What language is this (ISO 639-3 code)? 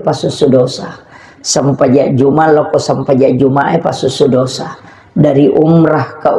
bug